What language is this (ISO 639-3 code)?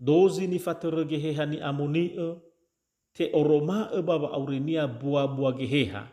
nia